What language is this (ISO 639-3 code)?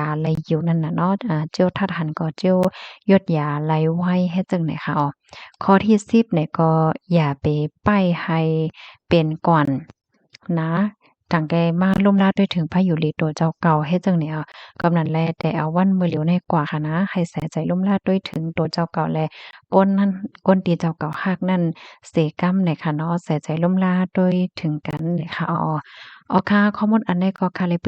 shn